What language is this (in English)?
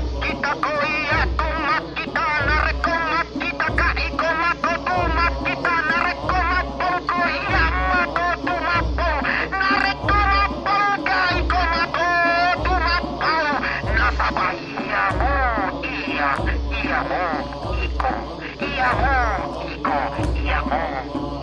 Buginese